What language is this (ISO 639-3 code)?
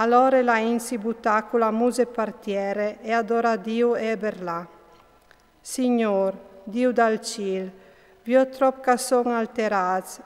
fur